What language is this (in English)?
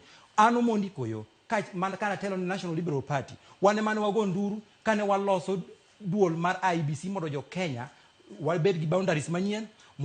Luo (Kenya and Tanzania)